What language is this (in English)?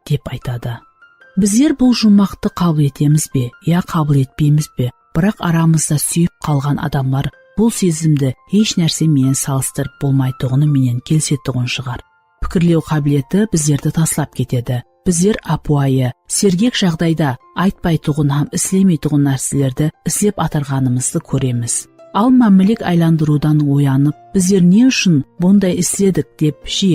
Kara-Kalpak